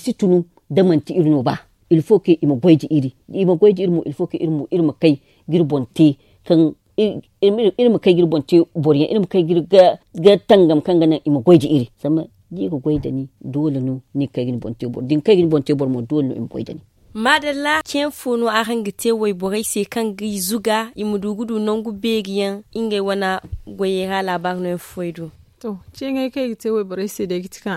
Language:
Zarma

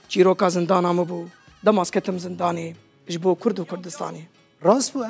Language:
Kurdish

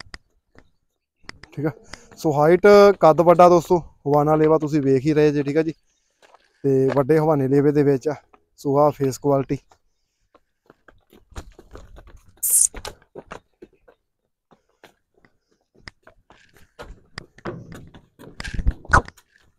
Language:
Punjabi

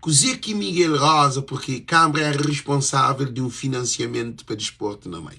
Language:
Kabuverdianu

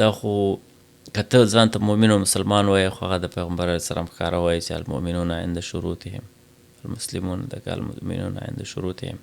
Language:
Pashto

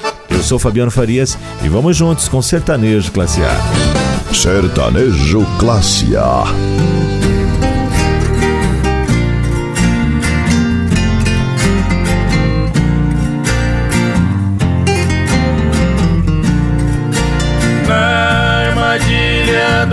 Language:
Portuguese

